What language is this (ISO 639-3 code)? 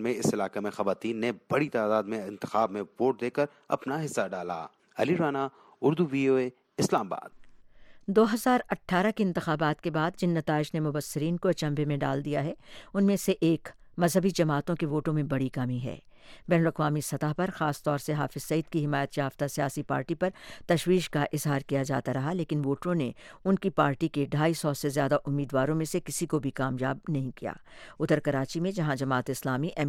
urd